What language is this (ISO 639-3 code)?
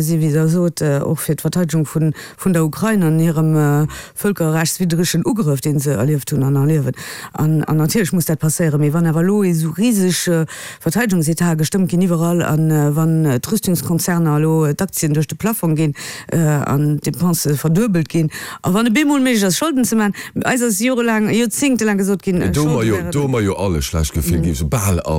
ltz